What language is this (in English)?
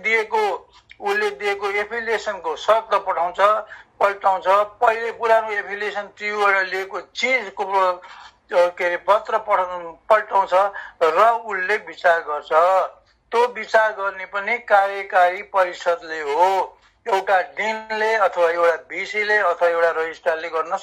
Nepali